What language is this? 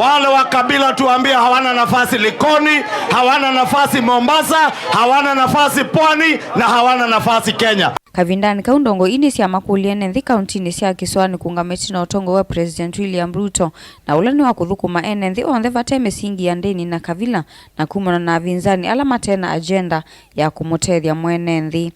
Kamba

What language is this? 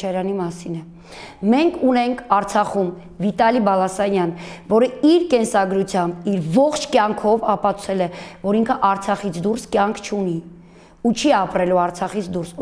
Armenian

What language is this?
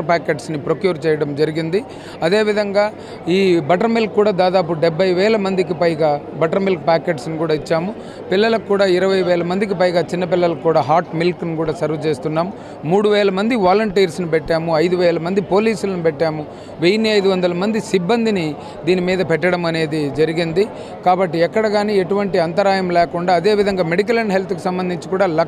Telugu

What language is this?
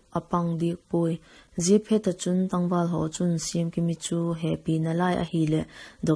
Vaiphei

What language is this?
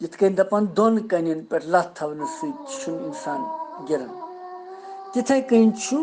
Kashmiri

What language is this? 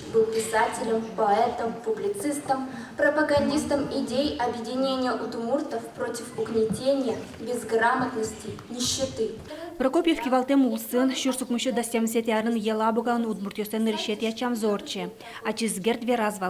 Udmurt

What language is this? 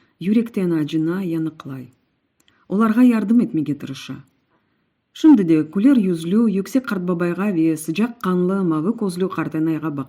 Crimean Tatar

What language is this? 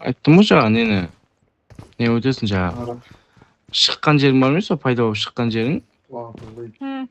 Kara-Kalpak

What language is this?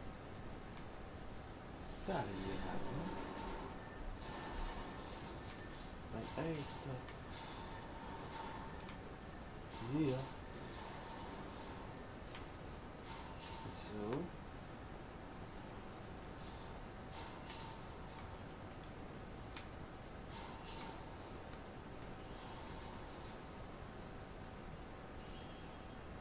Dutch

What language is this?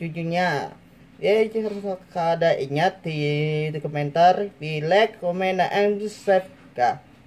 Banjar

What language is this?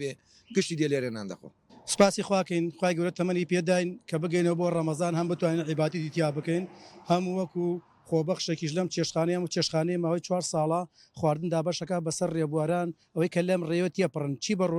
Central Kurdish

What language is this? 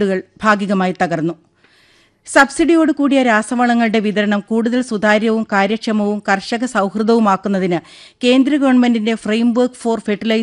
Malayalam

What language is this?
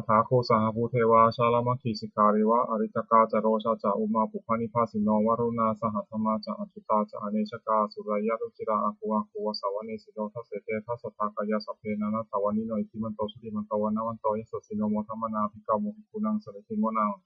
Pali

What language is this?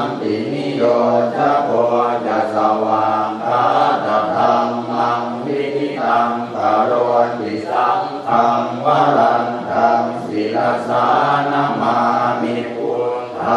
Pali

